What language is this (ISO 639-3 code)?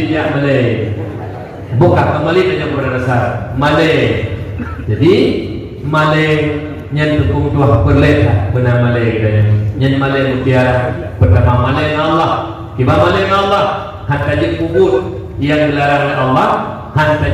ace